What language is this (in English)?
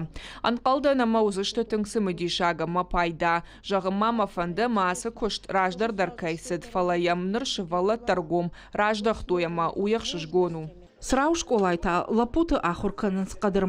Ossetic